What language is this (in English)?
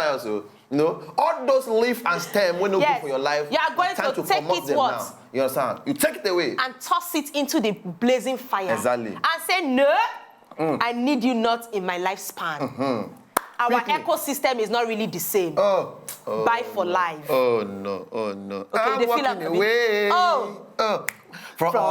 Nigerian Pidgin